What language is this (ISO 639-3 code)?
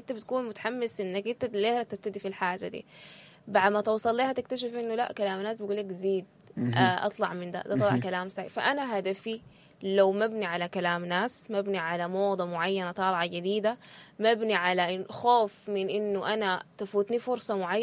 apd